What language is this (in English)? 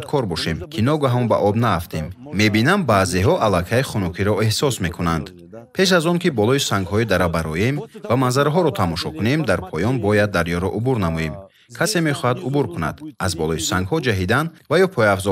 Tajik